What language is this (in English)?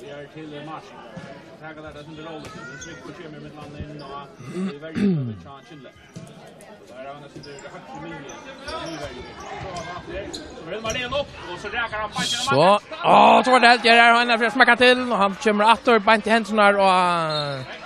Faroese